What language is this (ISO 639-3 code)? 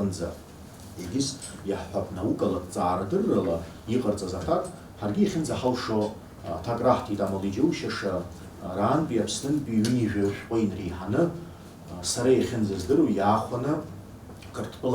abk